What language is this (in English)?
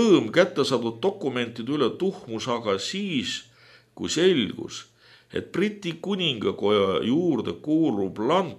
Estonian